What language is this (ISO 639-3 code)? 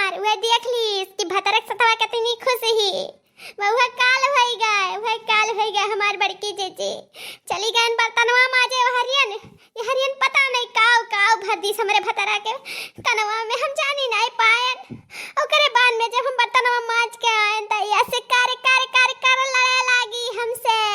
awa